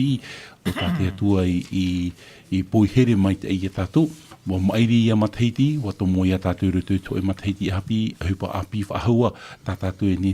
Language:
Tahitian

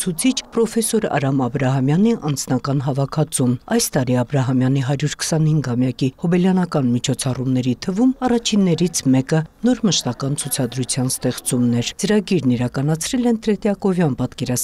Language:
Armenian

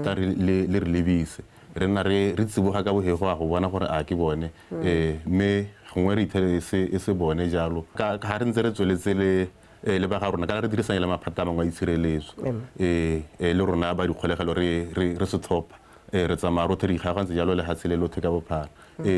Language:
Tswana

